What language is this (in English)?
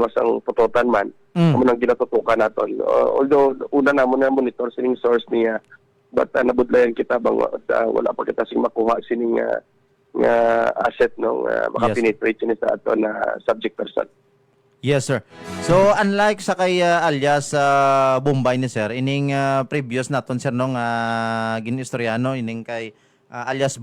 Hiligaynon